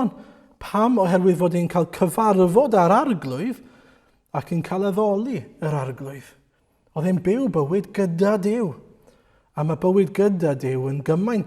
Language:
Welsh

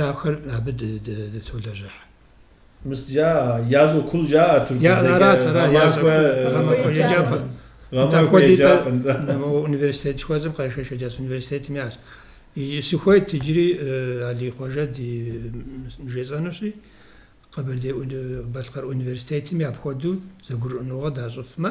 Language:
Kabardian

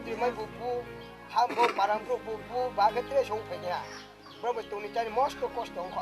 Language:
Riang (India)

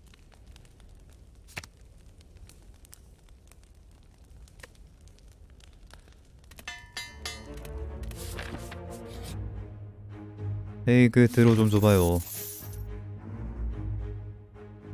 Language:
Korean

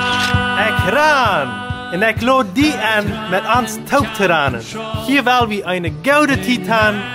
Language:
Plautdietsch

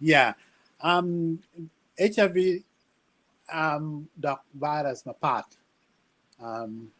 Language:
Acoli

